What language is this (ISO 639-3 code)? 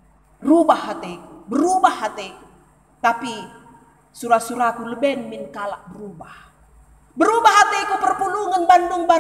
btx